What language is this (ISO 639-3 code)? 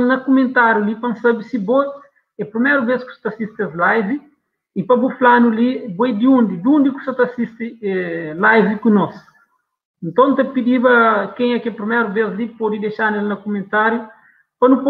kea